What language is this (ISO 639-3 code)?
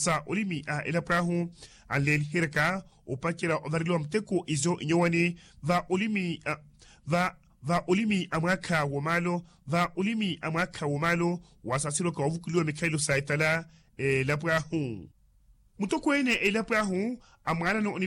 vmw